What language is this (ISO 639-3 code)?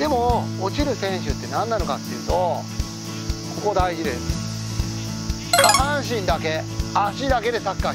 jpn